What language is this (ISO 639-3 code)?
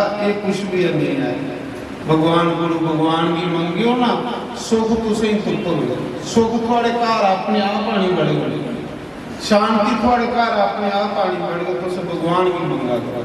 doi